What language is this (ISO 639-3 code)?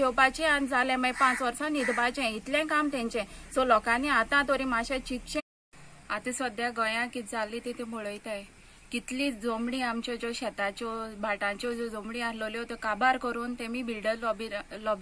kok